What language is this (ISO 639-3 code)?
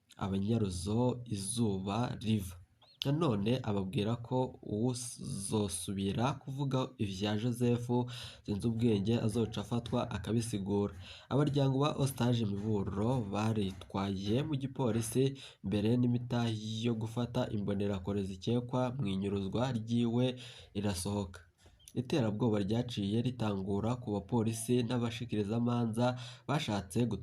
run